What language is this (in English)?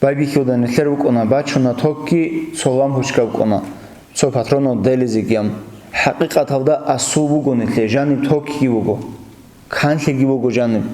Avaric